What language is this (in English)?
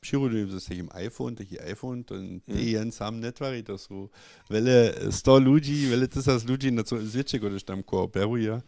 Upper Sorbian